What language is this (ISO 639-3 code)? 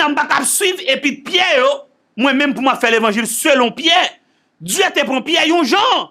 hat